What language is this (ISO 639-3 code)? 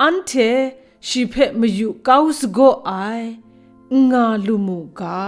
kac